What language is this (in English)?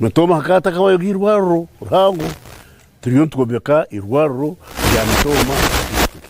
Nyankole